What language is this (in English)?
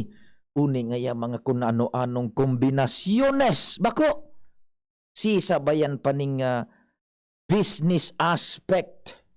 Bikol